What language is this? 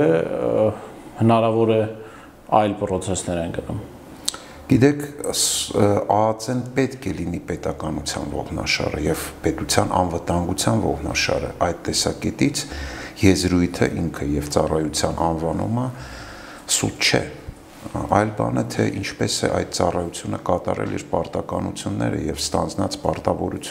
Armenian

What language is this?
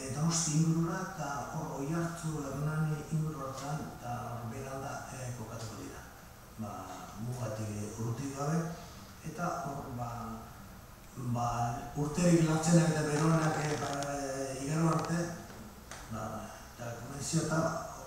Basque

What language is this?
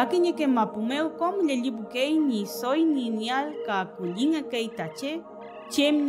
Mapuche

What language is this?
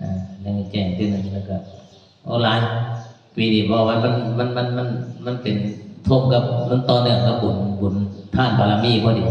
Northeastern Thai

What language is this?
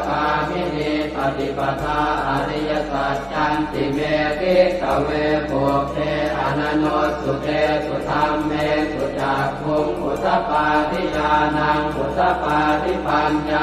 Pali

